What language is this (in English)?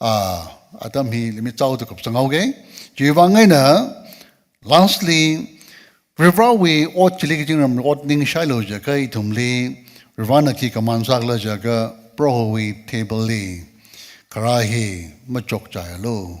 Tangkhul Naga (India)